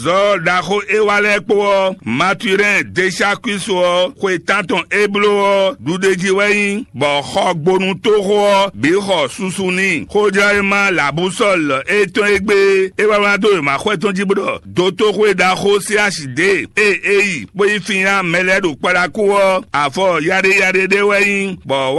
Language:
Fon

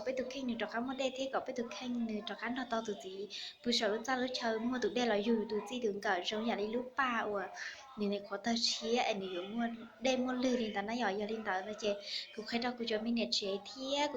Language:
Hmong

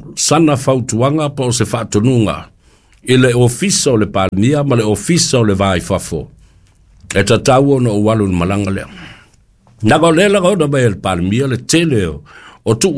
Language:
Samoan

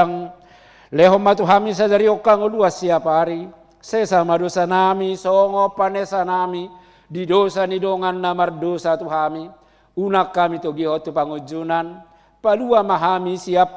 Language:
Batak Toba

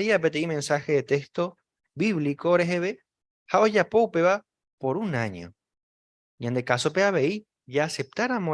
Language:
Guarani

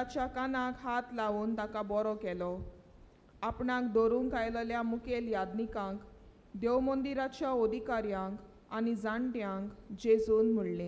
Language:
Konkani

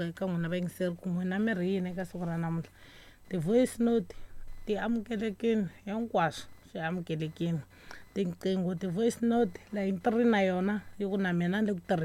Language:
Tsonga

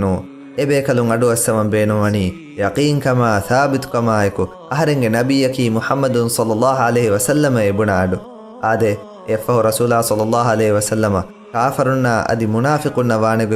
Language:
Divehi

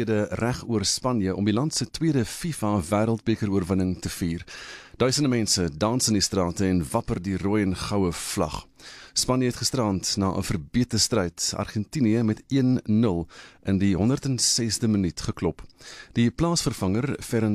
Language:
Afrikaans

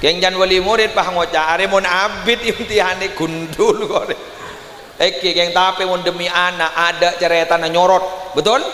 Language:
Madurese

